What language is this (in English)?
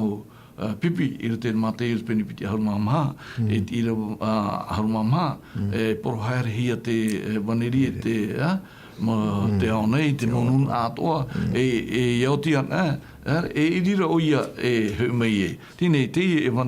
Tahitian